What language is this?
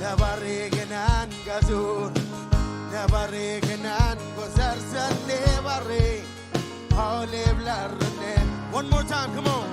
Marshallese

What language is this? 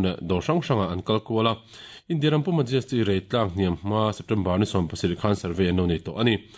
Mizo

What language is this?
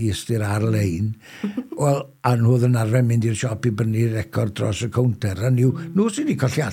Welsh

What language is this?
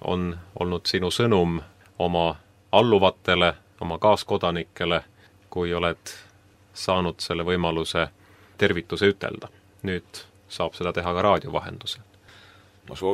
Estonian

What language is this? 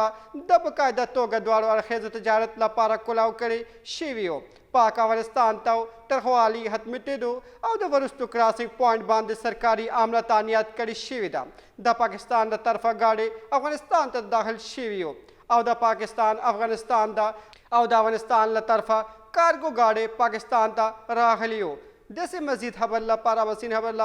Pashto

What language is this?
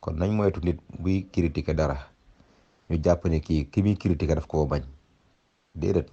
Wolof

